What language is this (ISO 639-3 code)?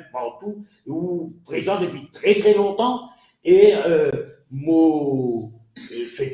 mfe